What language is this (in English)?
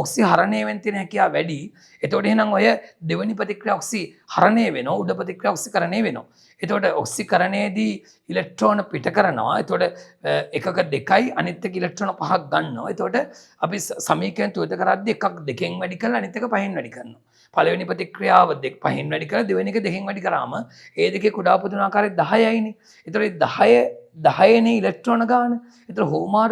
Sinhala